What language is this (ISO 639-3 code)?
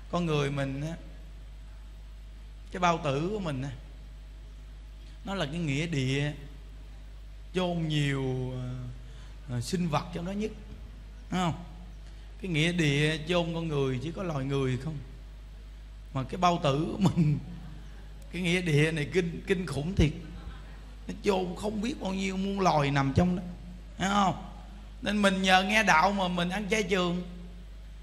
vie